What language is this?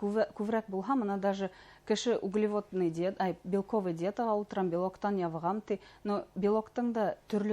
Bashkir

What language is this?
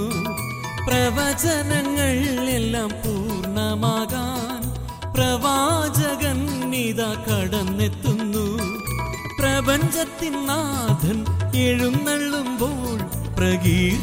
Malayalam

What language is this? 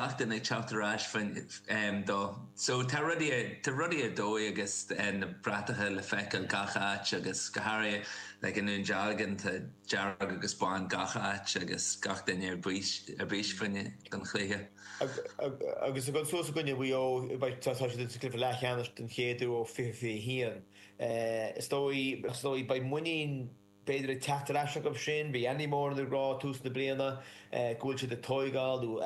Irish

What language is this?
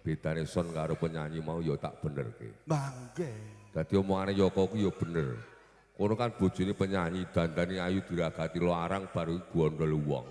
Javanese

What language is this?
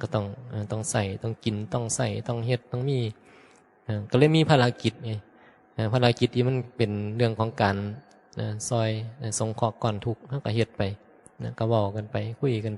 Northeastern Thai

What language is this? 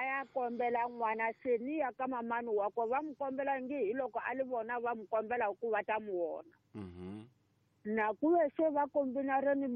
Tsonga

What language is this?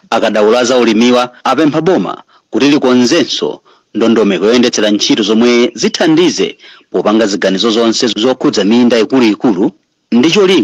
Nyanja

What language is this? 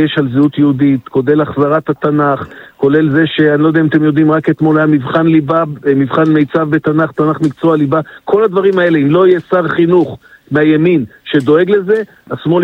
Hebrew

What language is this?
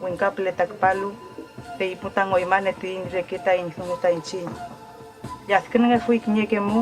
Mapuche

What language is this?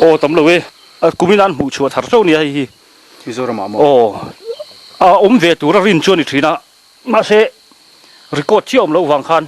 Mizo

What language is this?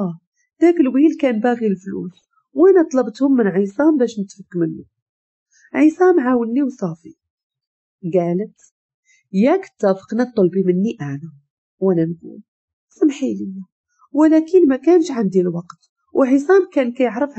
Moroccan Arabic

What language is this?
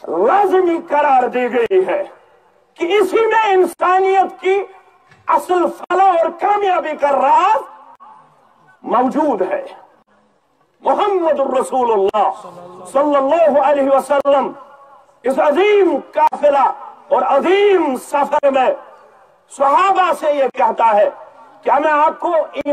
Urdu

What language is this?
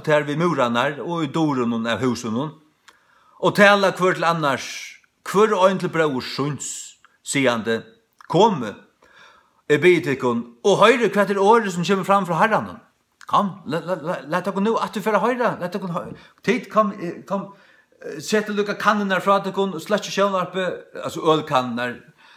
Faroese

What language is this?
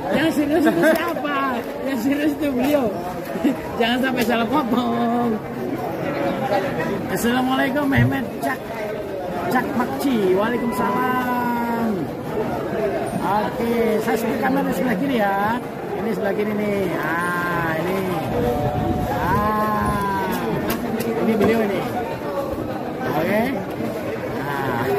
Indonesian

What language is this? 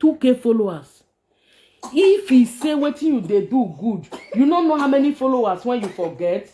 Nigerian Pidgin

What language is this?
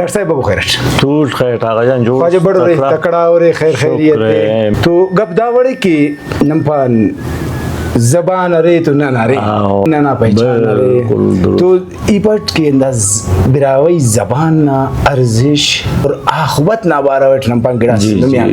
Brahui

